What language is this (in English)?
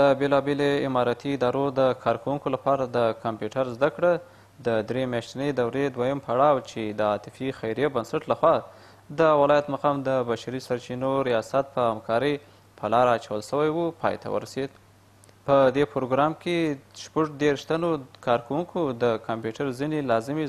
Pashto